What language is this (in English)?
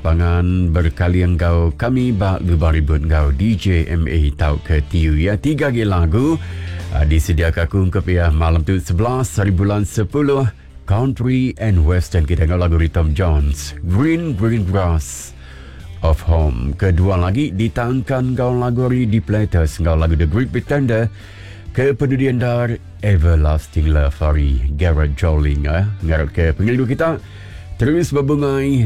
Iban